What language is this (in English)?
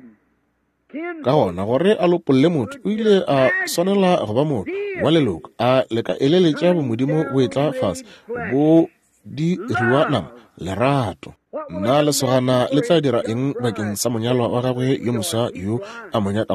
Northern Sotho